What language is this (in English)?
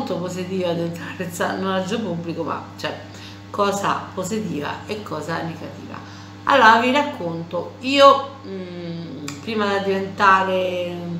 Italian